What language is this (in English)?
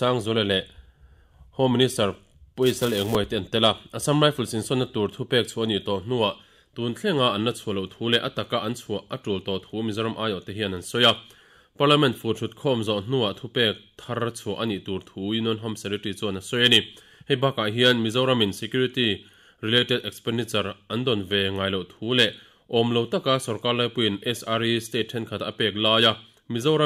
Mizo